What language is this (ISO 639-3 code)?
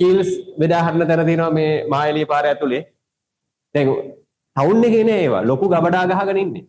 sin